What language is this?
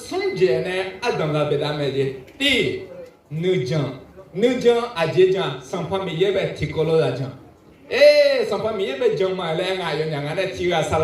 Akha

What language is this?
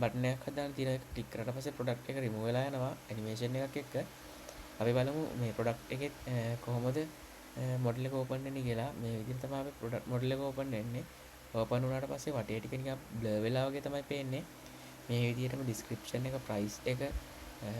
Sinhala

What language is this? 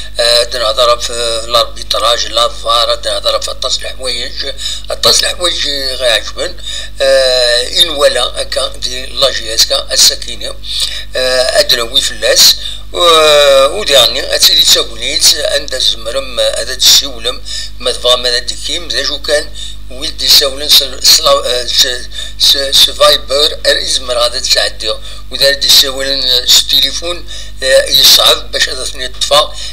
Kabyle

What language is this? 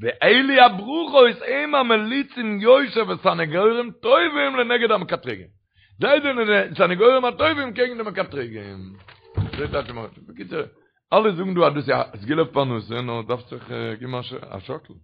Yiddish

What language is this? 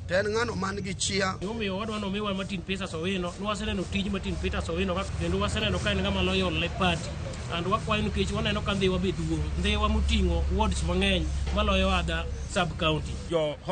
Luo (Kenya and Tanzania)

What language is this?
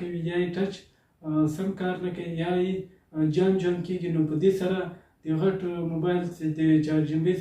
Pashto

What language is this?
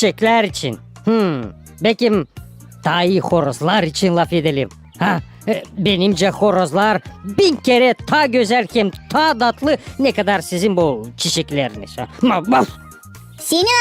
Gagauz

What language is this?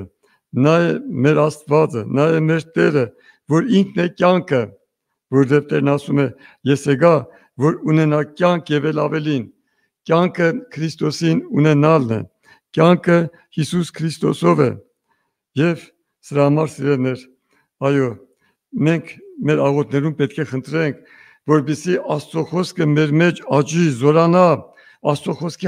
Armenian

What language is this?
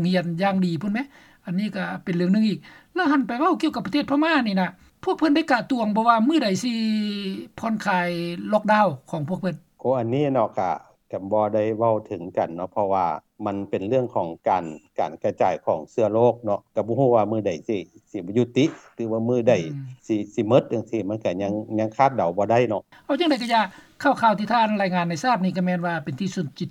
Lao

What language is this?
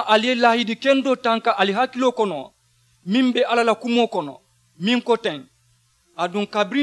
Mandingo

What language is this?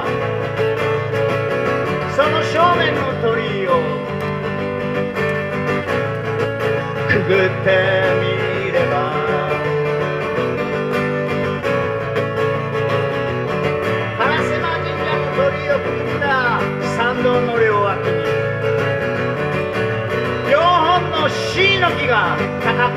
Japanese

